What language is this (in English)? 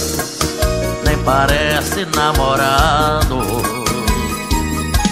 Portuguese